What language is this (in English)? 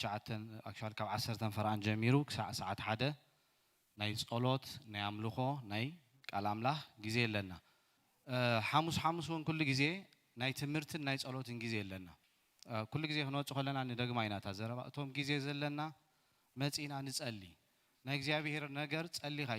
Tigrinya